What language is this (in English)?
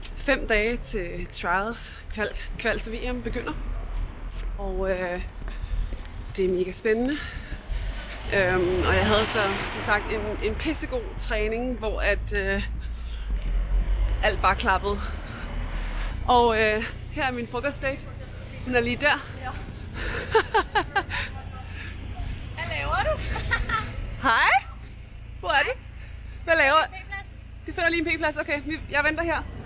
Danish